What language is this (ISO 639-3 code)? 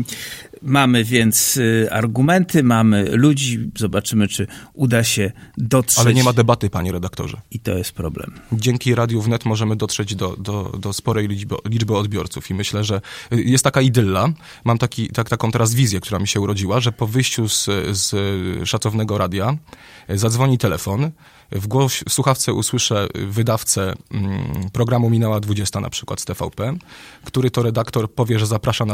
pol